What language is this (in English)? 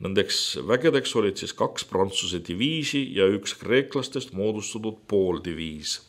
Estonian